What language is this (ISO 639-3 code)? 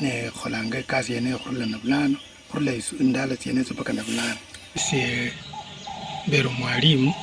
luy